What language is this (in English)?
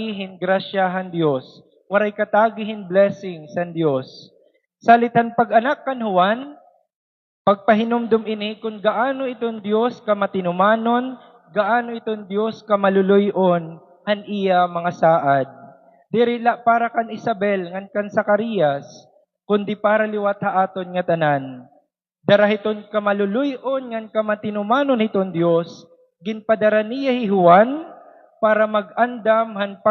Waray